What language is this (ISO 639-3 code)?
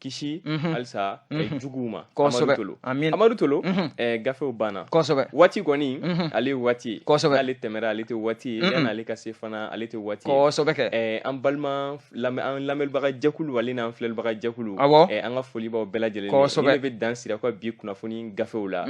bam